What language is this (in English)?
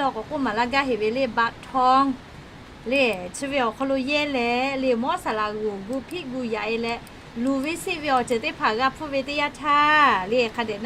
Lahu